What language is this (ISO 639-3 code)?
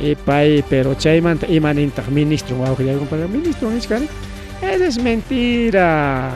quy